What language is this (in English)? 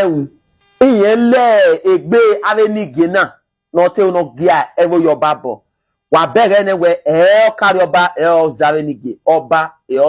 Bini